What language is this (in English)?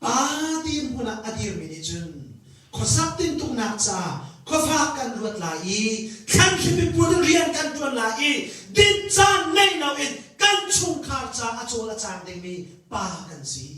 Hakha Chin